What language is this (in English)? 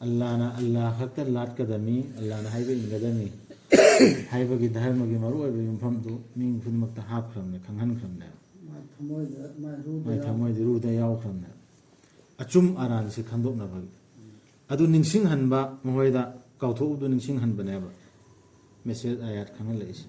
Manipuri